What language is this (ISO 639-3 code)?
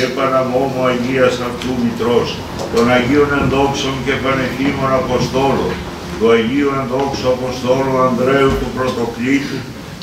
ell